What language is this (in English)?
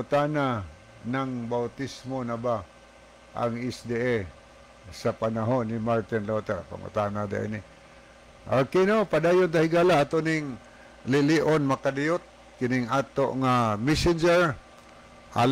Cebuano